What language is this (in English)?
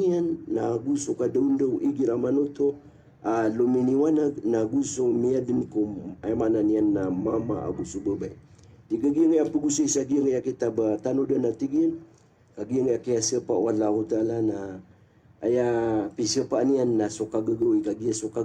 Maranao